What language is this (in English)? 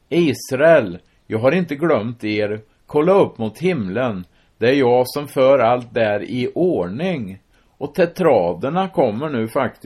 Swedish